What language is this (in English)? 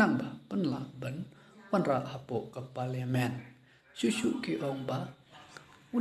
Khasi